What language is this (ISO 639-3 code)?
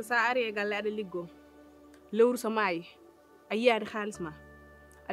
ful